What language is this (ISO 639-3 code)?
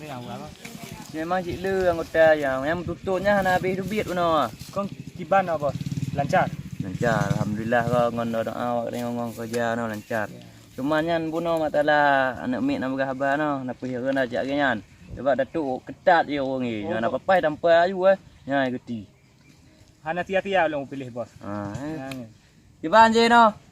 ace